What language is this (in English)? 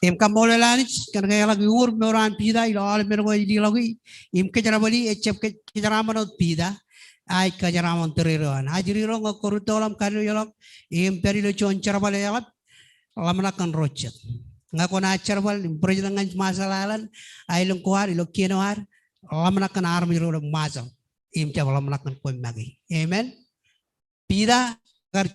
Marshallese